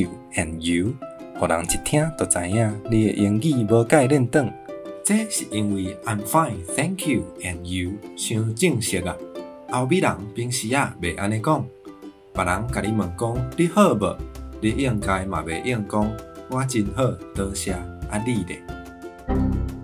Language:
Min Nan Chinese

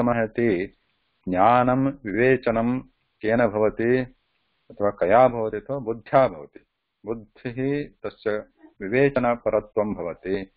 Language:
Sanskrit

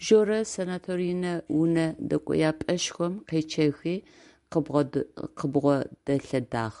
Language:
Adyghe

